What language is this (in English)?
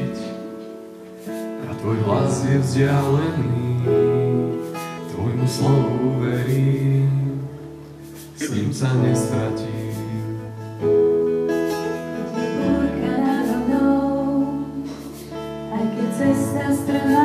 Slovak